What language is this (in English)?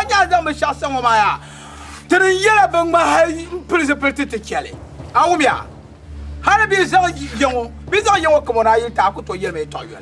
Dagbani